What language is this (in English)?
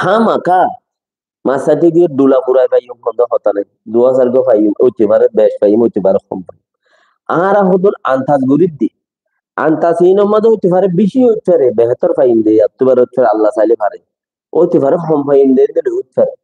Rohingya